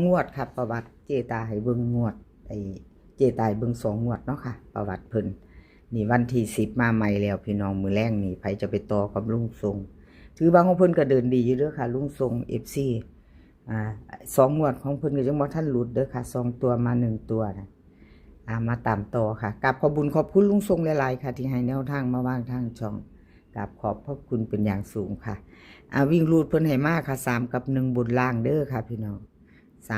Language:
Northeastern Thai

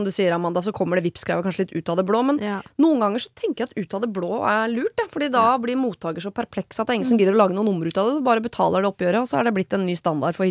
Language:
Norwegian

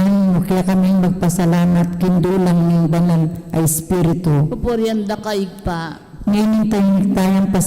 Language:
Pampanga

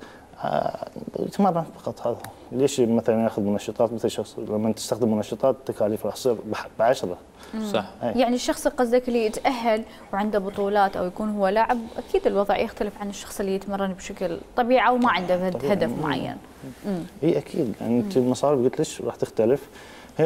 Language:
Mesopotamian Arabic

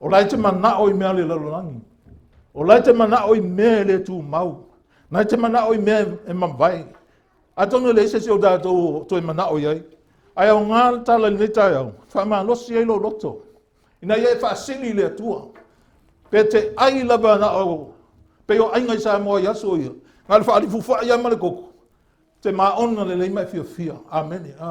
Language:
Samoan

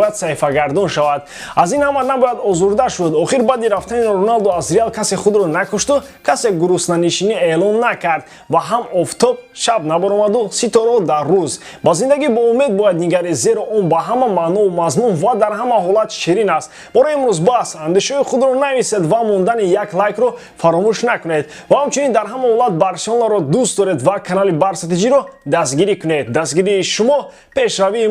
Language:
Tajik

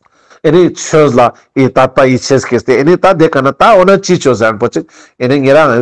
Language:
Ladakhi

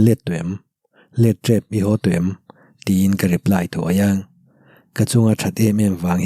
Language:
Mizo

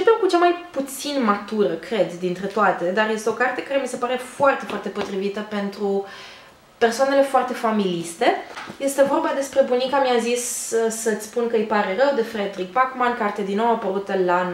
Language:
Romanian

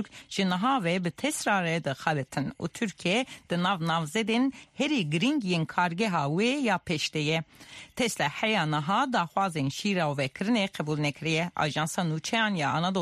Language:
Kurdish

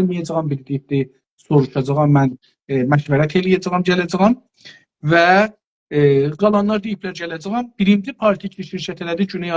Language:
South Azerbaijani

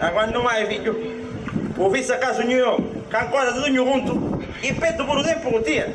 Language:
Sicilian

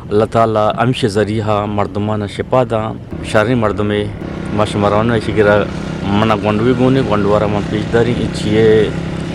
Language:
Eastern Balochi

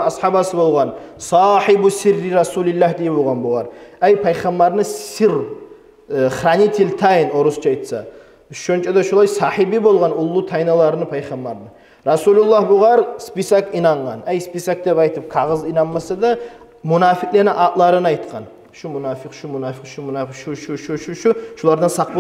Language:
Kumyk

